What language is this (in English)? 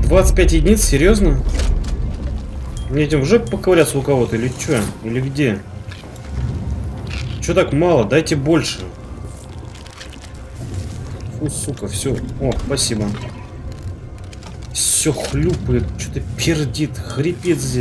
Russian